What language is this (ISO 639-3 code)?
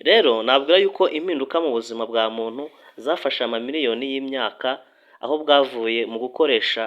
kin